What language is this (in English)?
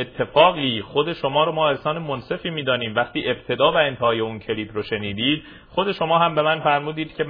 Persian